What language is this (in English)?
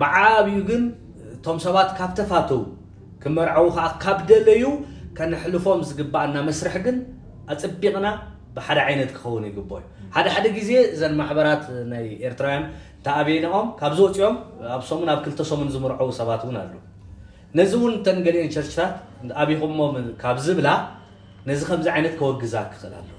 Tigrinya